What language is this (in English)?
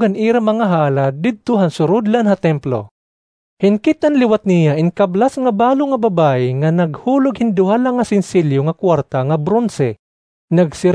Waray